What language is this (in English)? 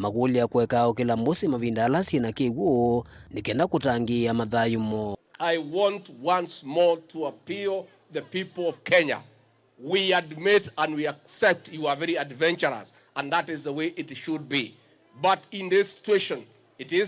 Kamba